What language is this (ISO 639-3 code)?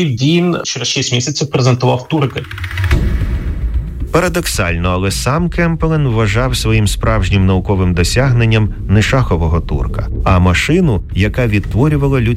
ukr